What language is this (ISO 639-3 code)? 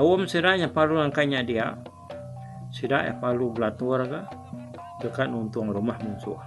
iba